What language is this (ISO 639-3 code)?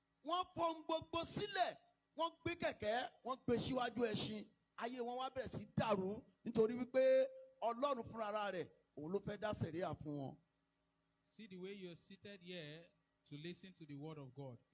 yor